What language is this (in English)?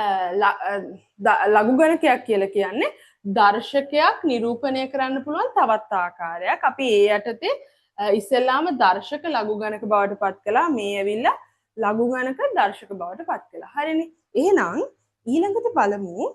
Sinhala